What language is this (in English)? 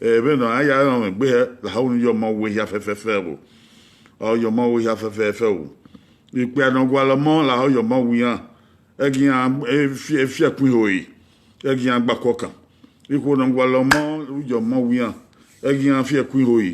Bini